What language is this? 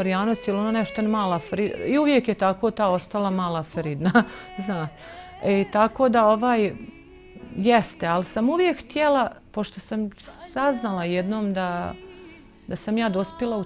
Bosnian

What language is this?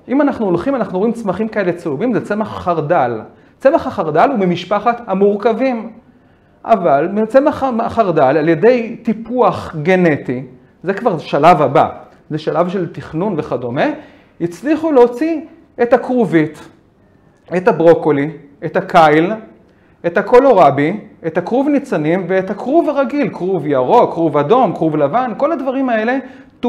Hebrew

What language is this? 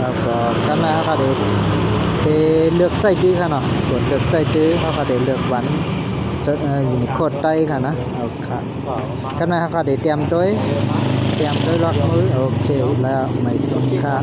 Shan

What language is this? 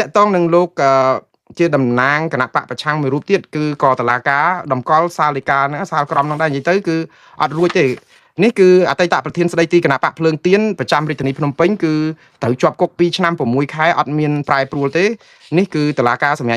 Khmer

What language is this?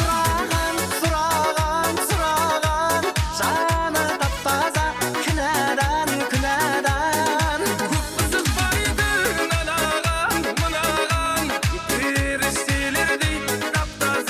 Kara-Kalpak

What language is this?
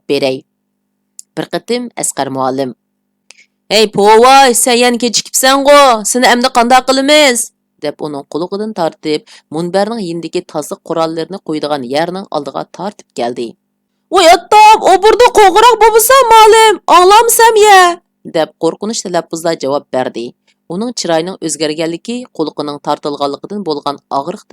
Uyghur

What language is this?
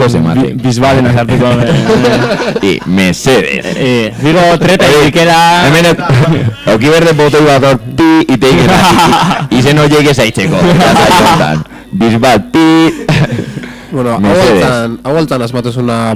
Basque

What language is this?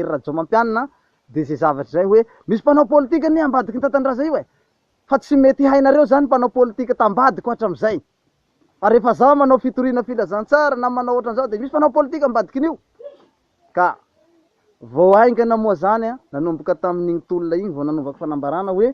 Malagasy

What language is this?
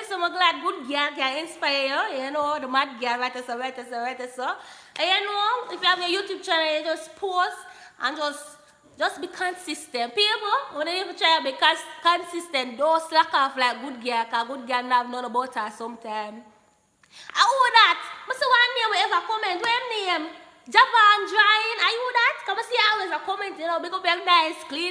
Jamaican Creole English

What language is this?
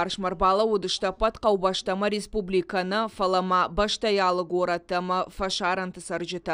Ossetic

